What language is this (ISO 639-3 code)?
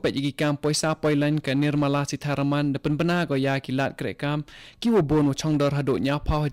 kha